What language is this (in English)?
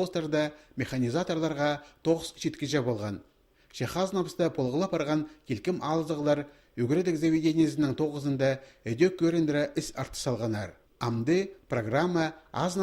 Khakas